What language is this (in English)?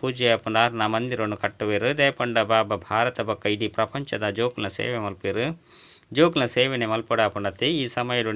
Tulu